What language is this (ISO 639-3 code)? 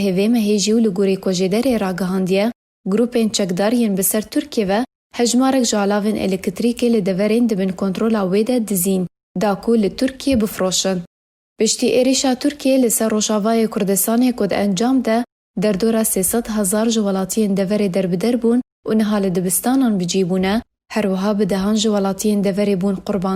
kur